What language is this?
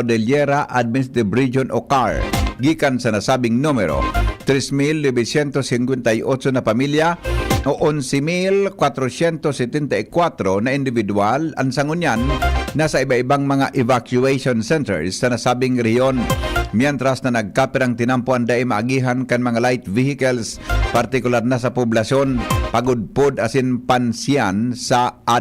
Bikol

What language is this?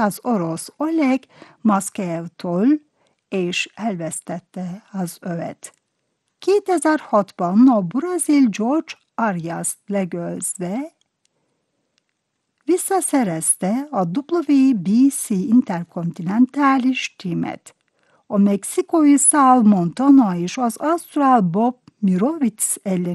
Hungarian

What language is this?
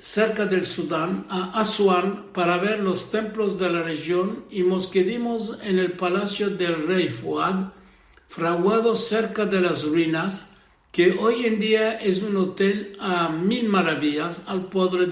Ladino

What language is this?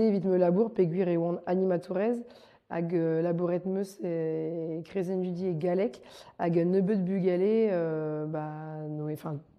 Breton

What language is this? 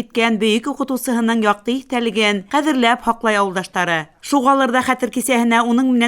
Bashkir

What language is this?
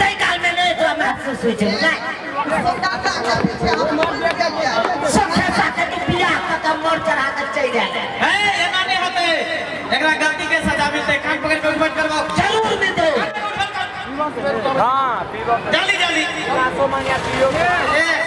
Maithili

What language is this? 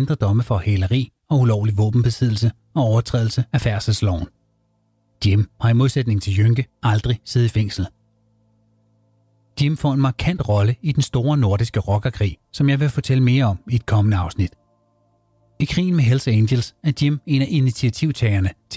Danish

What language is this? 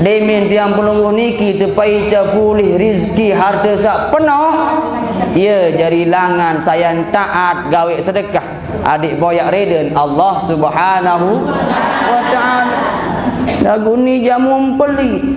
Sasak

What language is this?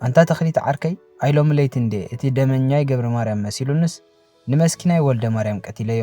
Tigrinya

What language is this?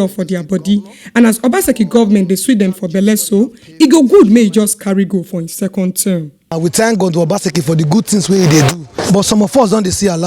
Nigerian Pidgin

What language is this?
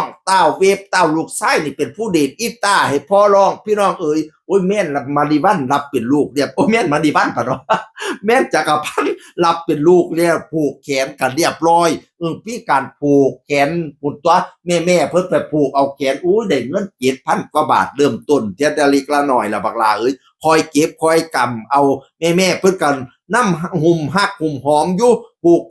Northeastern Thai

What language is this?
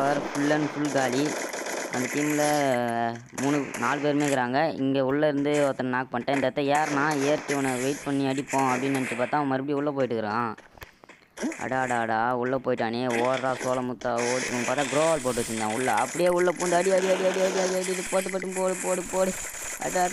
Tamil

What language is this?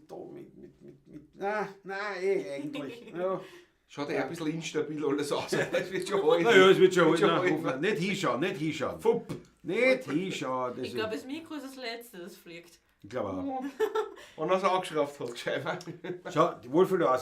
Bavarian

